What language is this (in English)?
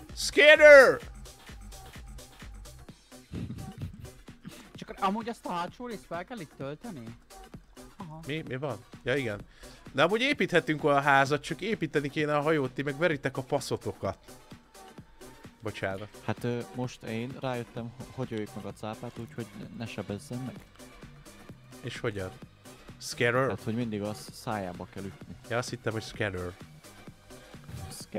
Hungarian